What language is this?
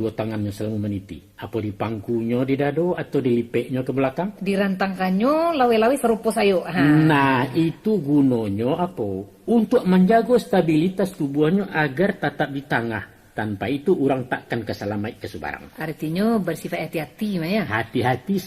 Minangkabau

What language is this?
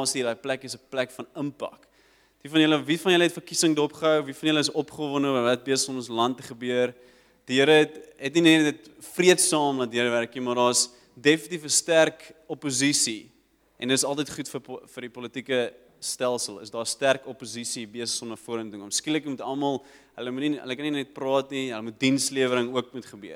Afrikaans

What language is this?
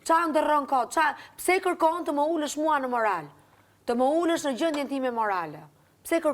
Albanian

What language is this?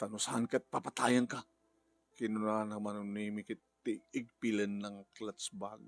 Iloko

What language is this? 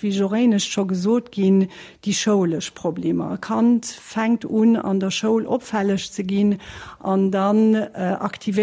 Luxembourgish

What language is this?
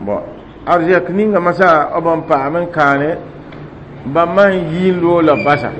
Mossi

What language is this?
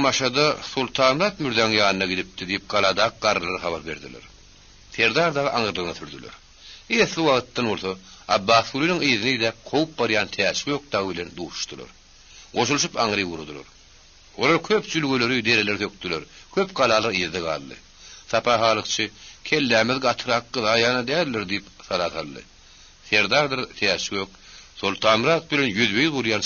Turkmen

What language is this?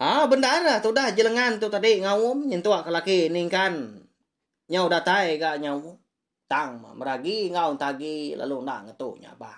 Iban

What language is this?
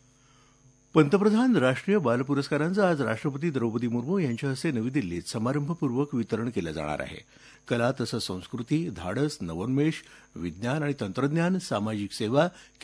Marathi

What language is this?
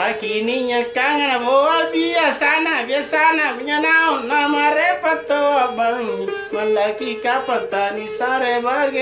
Makasar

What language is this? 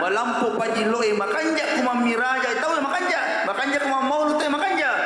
Buginese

